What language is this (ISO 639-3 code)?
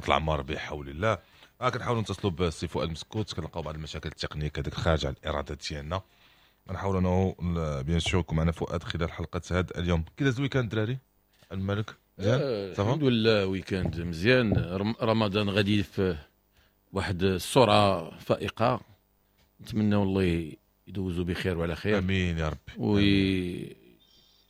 ary